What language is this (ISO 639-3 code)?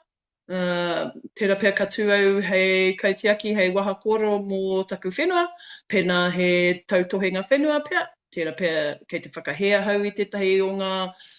mri